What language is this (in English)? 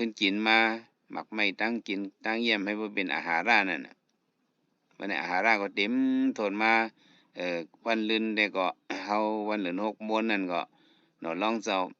Shan